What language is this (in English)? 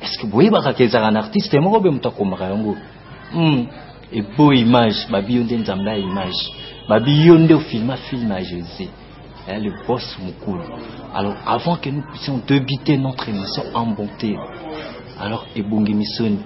Lingala